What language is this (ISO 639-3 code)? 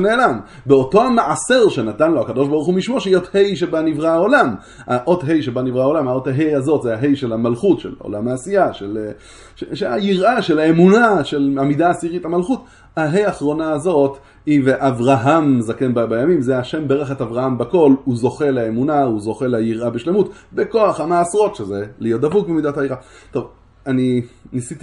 heb